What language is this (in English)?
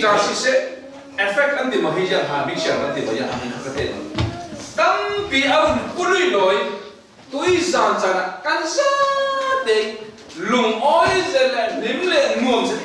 Falam Chin